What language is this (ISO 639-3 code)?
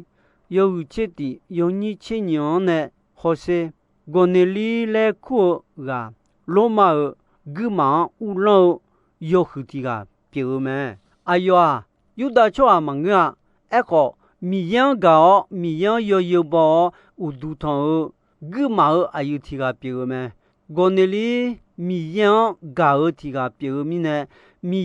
ahk